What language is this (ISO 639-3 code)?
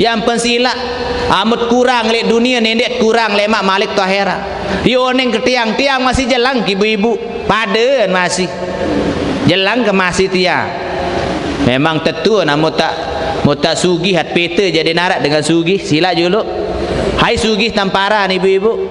sas